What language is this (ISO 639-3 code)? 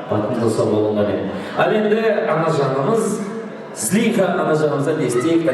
kaa